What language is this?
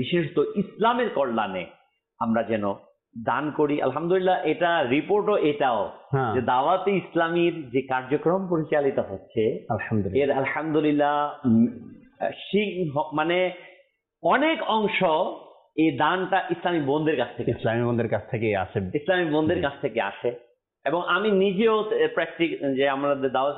Bangla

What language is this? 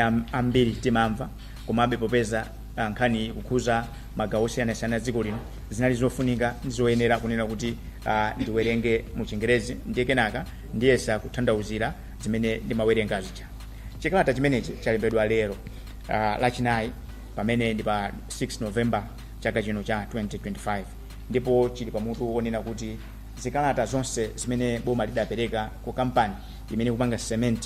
Nyanja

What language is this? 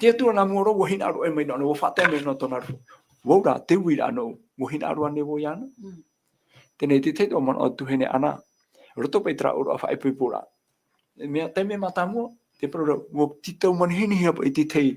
Tahitian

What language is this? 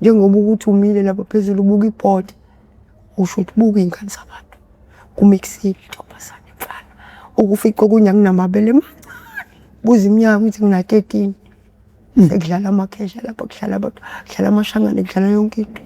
Zulu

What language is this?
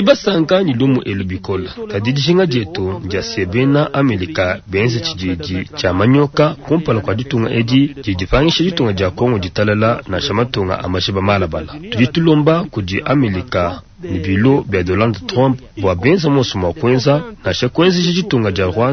Luba-Lulua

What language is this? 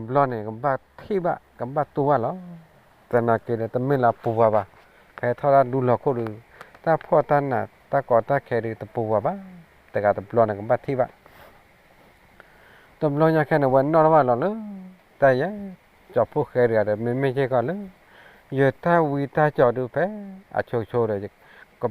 S'gaw Karen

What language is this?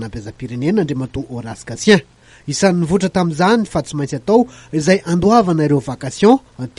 Malagasy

